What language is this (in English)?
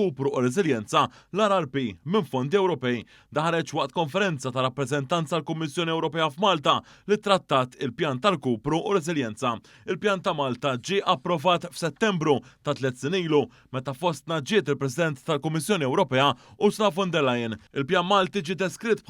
Maltese